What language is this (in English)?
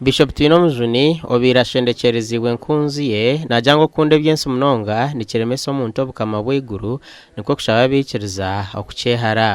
Nyankole